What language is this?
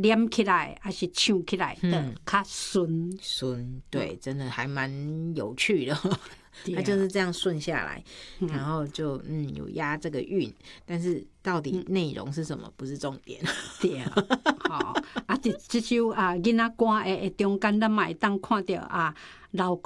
Chinese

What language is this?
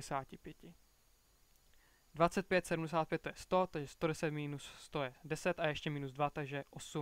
Czech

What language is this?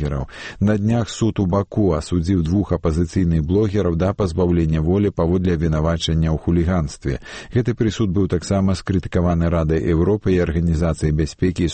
Belarusian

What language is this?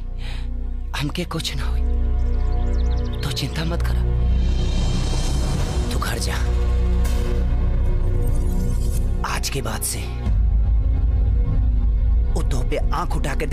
Bhojpuri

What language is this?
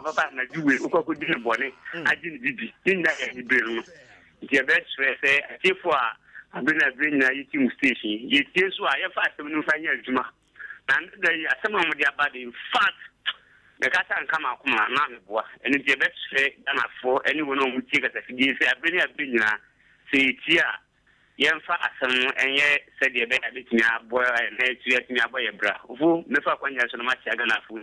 Akan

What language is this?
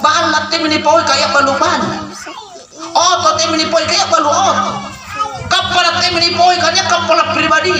Makasar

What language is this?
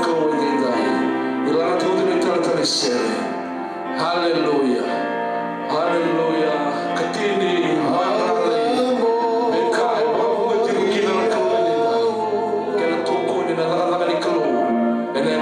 Fijian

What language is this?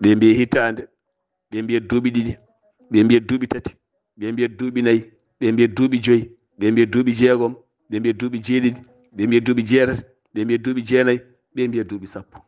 Fula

